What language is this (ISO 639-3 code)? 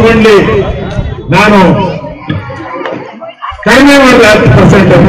kan